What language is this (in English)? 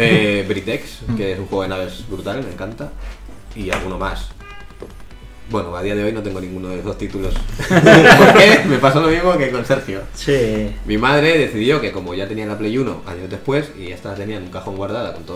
Spanish